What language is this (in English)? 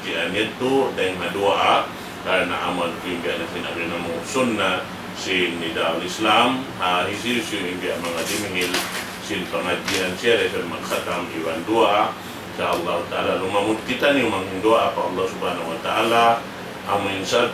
Tausug